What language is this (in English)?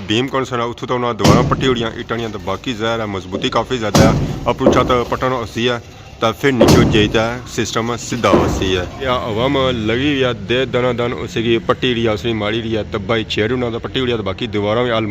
Pahari-Potwari